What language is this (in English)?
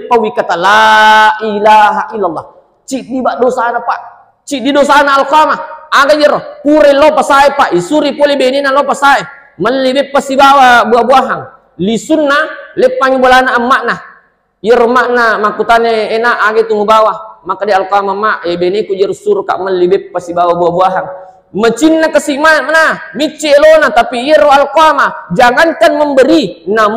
Buginese